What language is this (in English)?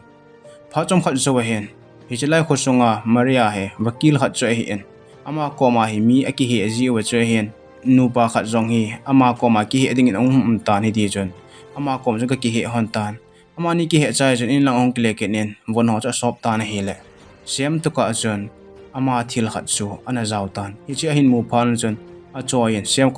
Thado Chin